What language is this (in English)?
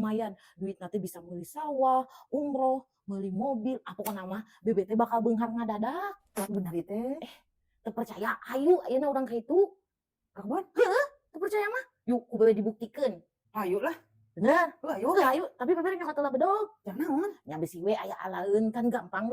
Sundanese